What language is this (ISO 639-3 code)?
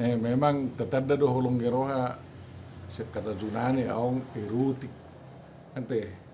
bbc